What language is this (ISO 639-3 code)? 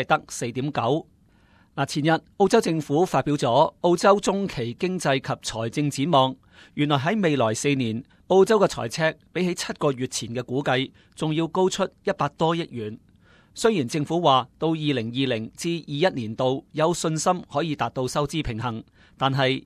yue